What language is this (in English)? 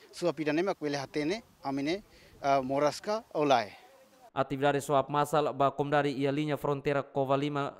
Tetum